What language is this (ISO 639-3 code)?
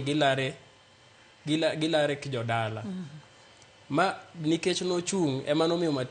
luo